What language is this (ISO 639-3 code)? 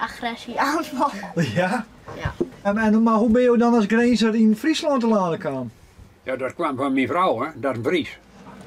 fry